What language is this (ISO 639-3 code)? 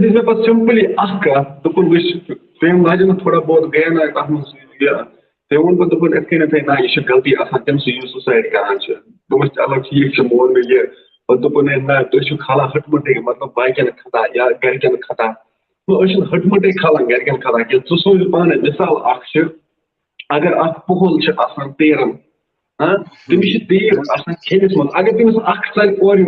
kas